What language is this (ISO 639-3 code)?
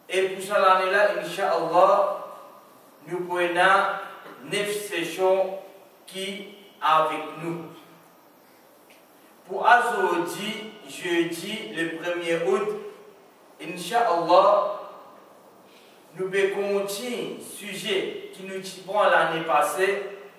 fra